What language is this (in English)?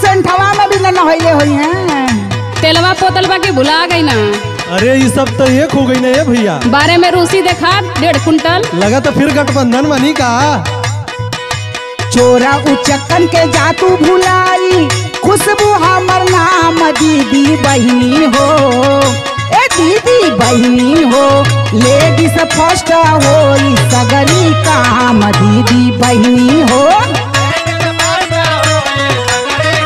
Bhojpuri